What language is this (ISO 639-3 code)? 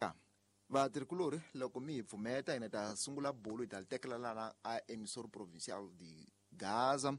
tso